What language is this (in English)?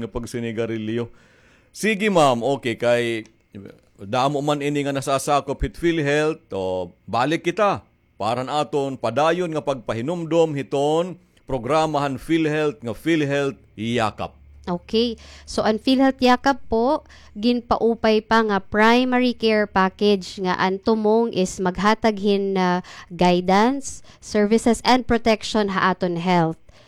Waray